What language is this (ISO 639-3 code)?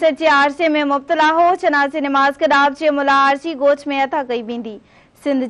snd